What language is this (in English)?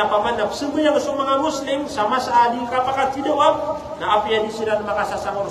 Maranao